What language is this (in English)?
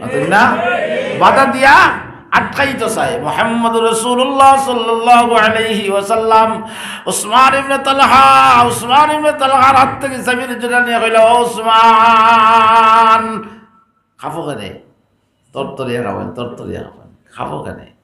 Sylheti